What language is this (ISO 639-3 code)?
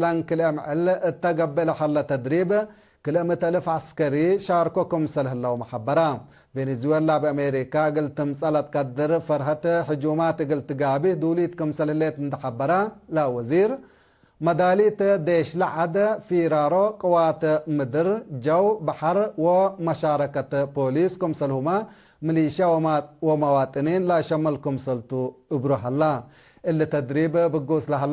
tig